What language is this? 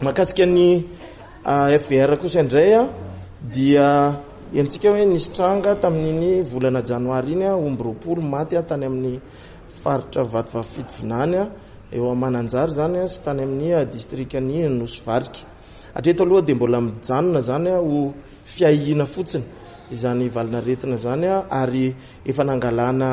Malagasy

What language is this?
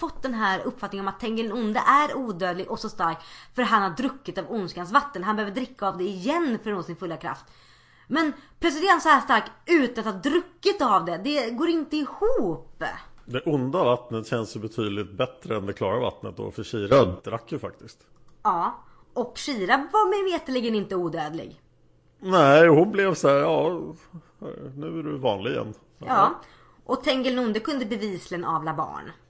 Swedish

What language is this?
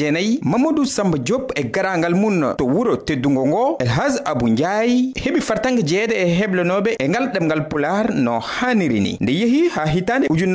Fula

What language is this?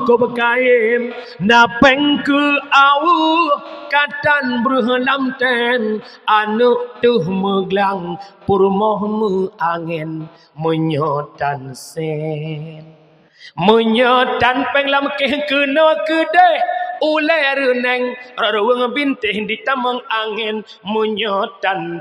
Achinese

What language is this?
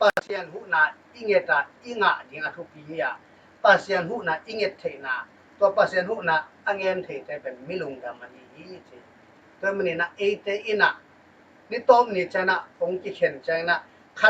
Tedim Chin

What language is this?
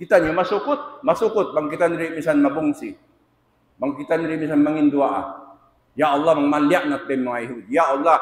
Tausug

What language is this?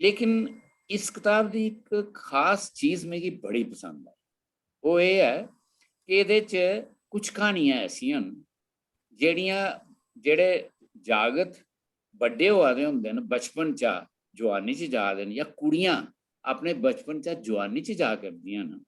Dogri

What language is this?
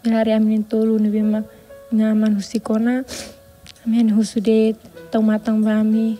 Tetum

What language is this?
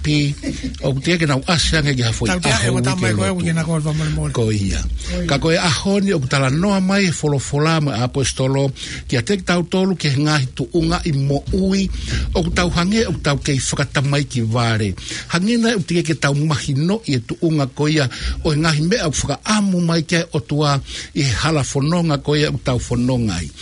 Tongan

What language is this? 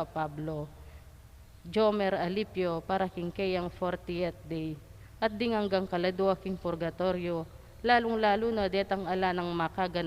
Pampanga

